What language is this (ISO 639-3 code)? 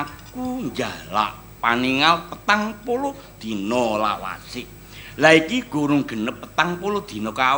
jav